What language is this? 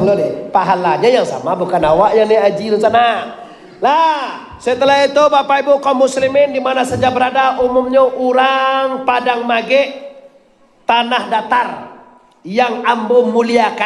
Minangkabau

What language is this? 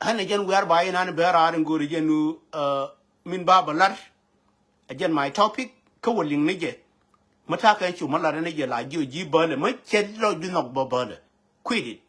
Nuer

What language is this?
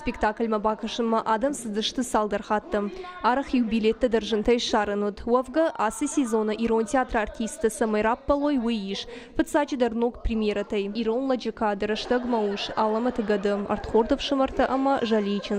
Ossetic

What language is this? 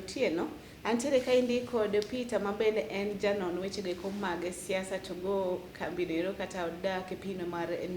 Luo (Kenya and Tanzania)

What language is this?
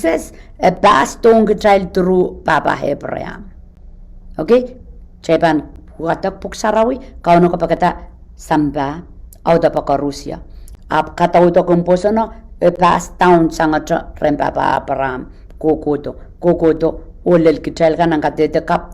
Pohnpeian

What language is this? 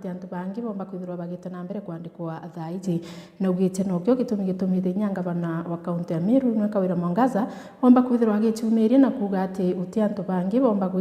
Meru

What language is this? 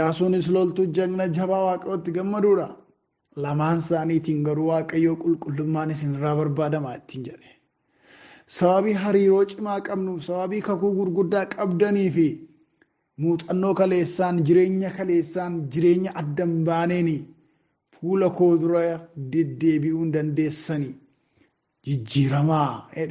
Oromo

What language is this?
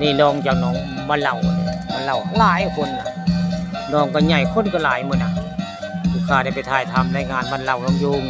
Northeastern Thai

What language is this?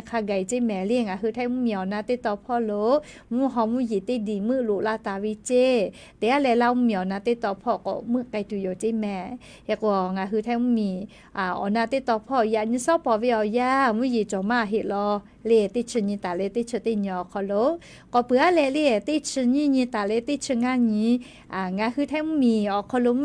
Lahu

